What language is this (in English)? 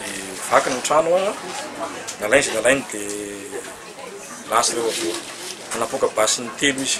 Malagasy